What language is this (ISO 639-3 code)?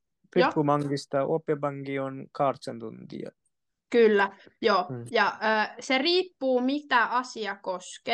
fin